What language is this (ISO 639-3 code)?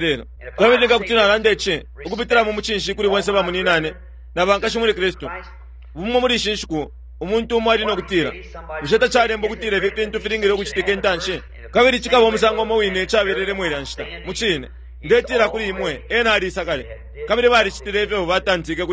bem